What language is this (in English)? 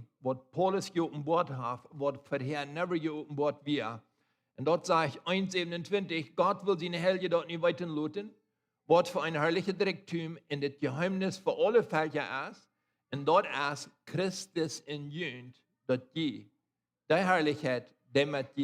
Plautdietsch